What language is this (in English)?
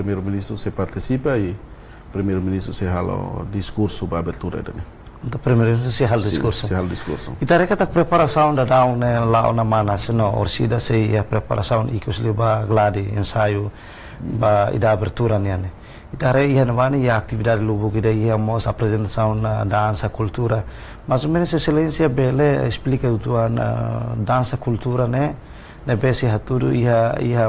Tetum